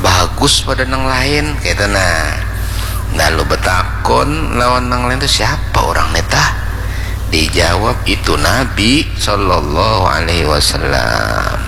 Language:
Banjar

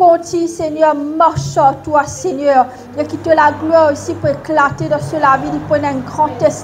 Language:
Morisyen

